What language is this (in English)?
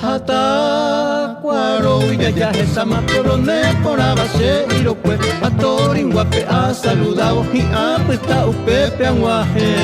Guarani